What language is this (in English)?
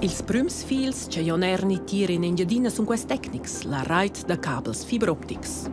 Romansh